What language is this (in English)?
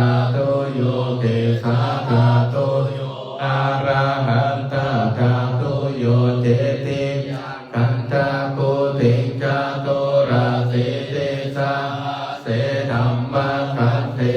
Pali